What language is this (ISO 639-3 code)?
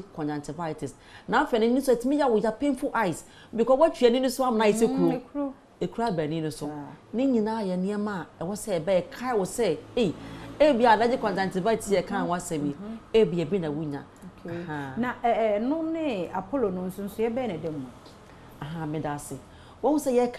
aka